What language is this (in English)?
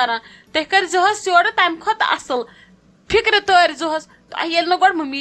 Kashmiri